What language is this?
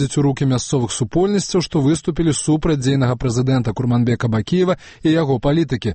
Belarusian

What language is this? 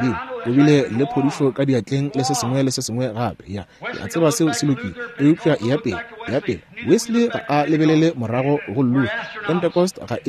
Northern Sotho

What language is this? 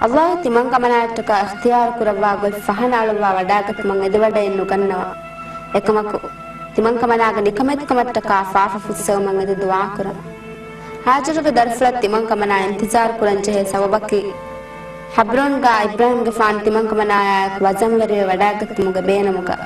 Divehi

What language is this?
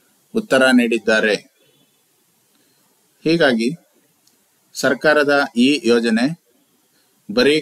Kannada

